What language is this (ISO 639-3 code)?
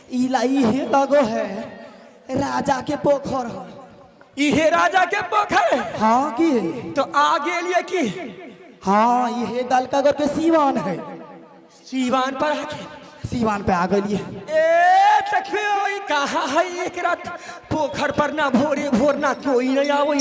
mai